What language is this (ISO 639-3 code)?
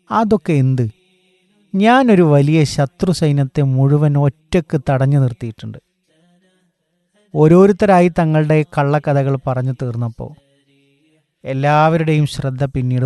mal